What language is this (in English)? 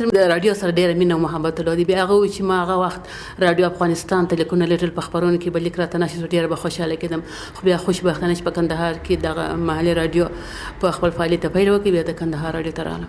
Pashto